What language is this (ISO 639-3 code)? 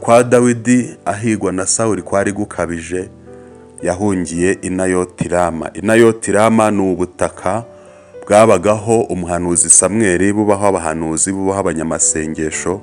kin